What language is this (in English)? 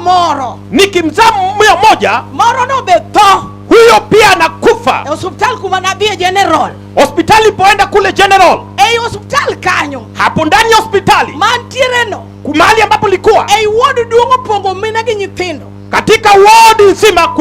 Luo (Kenya and Tanzania)